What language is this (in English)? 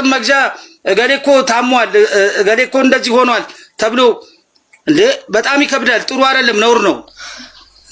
Amharic